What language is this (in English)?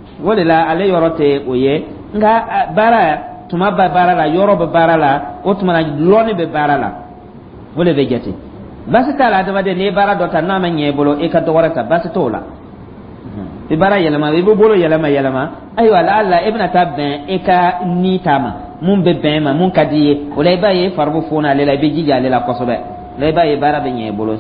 Dyula